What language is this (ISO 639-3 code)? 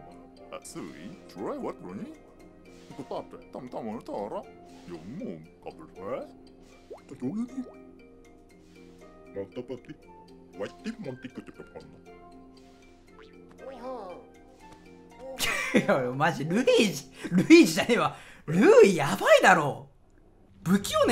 jpn